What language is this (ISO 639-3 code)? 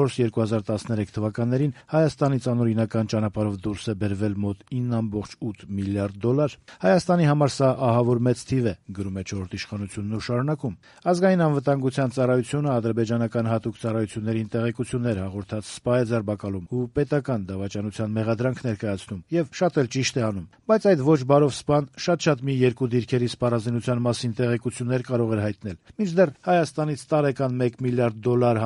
hye